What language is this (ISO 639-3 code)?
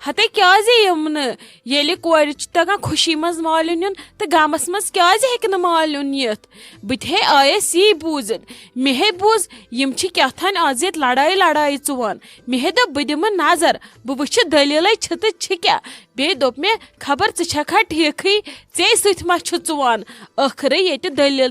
kas